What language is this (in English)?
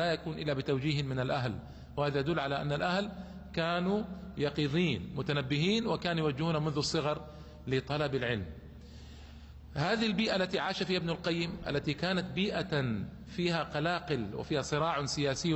Arabic